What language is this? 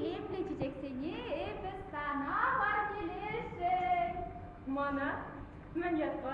Chuvash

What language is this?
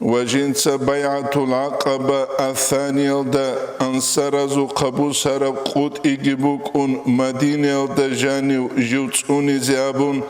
Avaric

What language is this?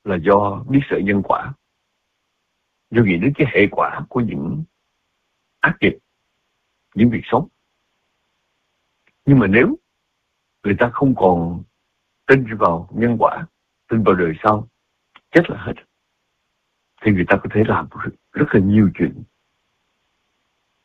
Vietnamese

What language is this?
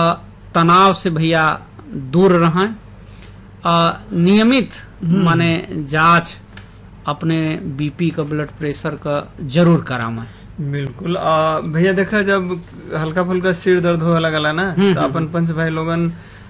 Bhojpuri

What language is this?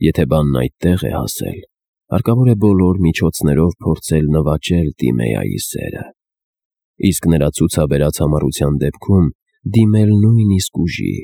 Armenian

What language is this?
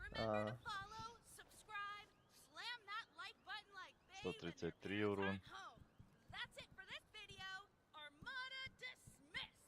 Yakut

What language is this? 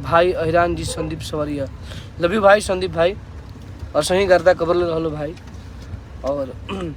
Bhojpuri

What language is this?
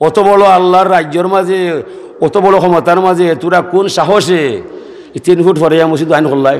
Sylheti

